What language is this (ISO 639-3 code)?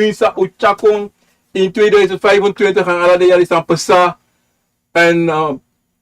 srn